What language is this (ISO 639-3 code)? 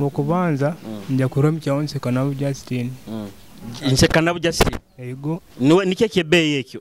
nyo